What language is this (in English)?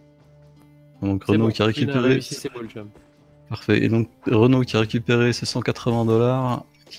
French